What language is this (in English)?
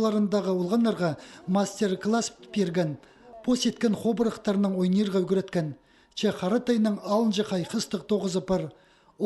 Khakas